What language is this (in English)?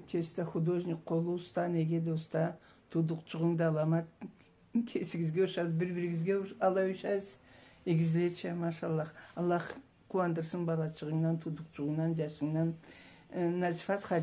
Karachay-Balkar